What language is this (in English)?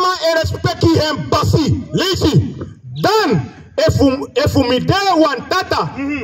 Sranan Tongo